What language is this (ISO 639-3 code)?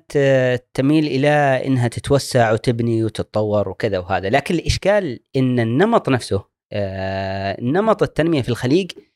afb